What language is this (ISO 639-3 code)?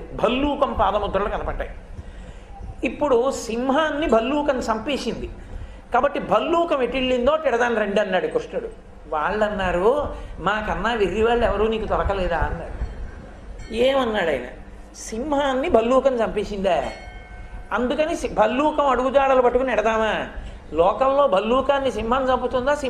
tel